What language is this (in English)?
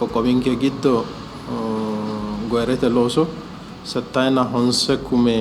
Sidamo